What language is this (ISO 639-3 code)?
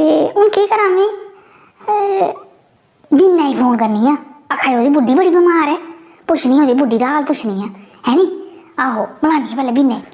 doi